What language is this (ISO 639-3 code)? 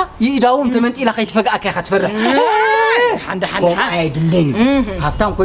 tir